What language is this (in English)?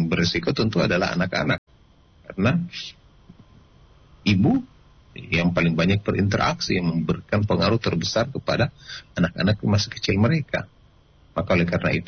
Indonesian